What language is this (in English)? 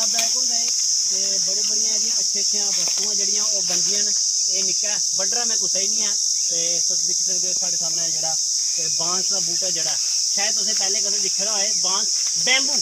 Dogri